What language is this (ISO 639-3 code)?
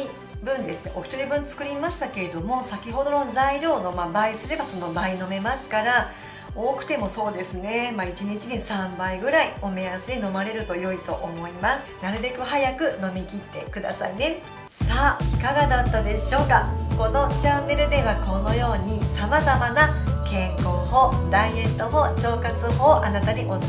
jpn